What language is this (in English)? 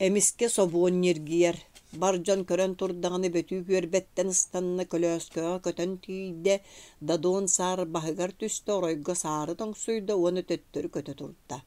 Yakut